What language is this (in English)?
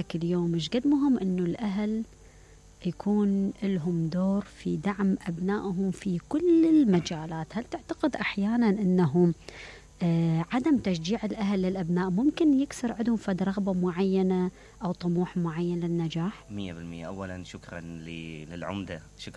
Mesopotamian Arabic